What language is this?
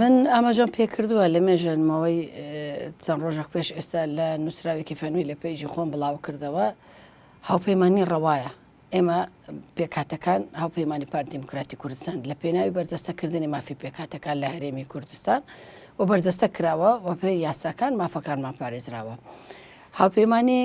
Central Kurdish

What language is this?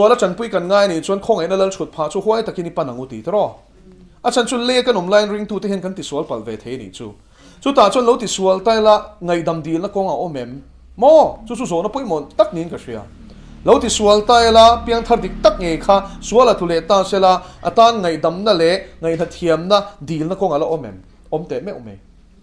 Mizo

